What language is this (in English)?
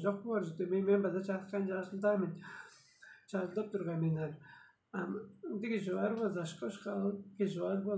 Tuvinian